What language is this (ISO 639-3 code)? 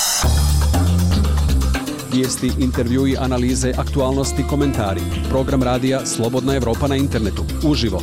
bos